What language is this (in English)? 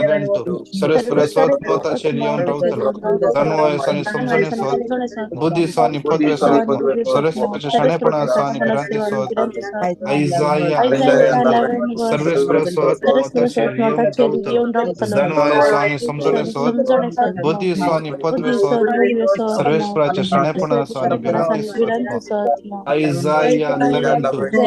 Konkani